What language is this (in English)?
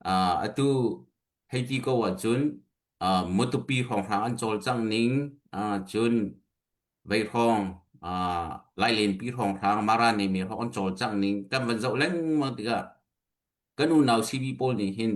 Hakha Chin